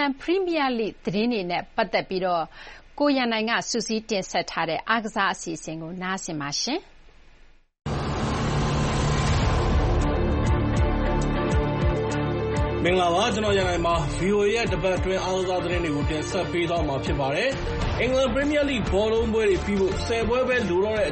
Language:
Burmese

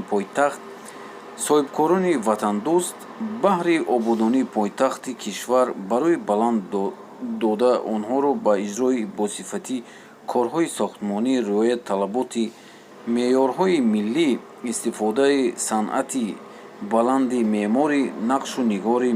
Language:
Tajik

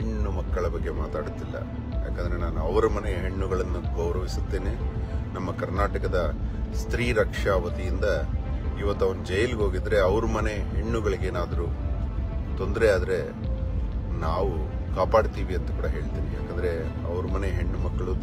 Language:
Kannada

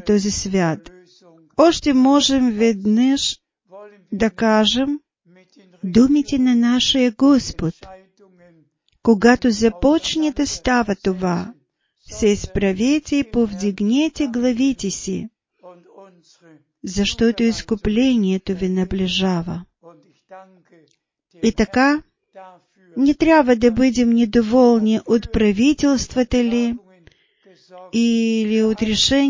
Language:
Bulgarian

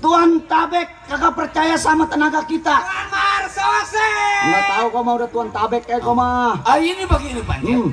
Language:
Betawi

